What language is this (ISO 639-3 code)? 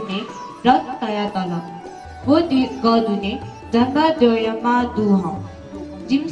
new